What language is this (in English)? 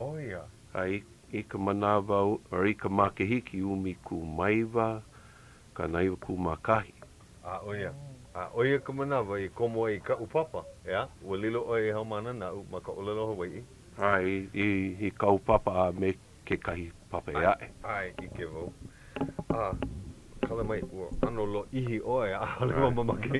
Hawaiian